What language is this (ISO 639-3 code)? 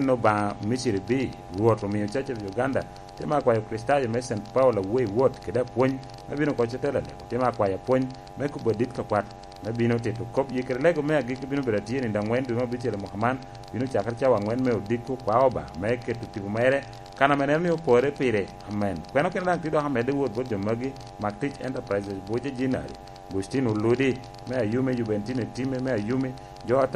laj